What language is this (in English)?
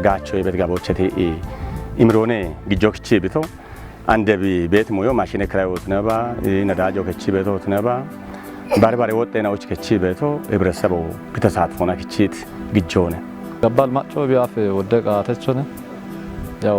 Kafa